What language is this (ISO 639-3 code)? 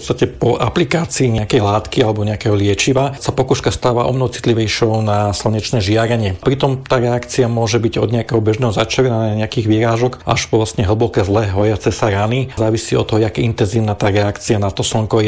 slk